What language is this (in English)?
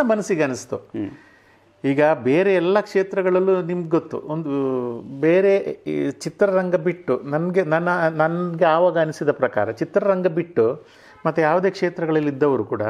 Kannada